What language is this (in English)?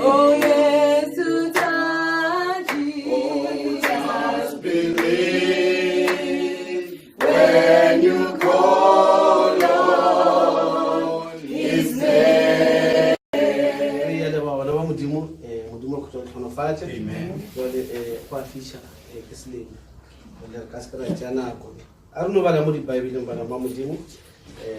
Northern Sotho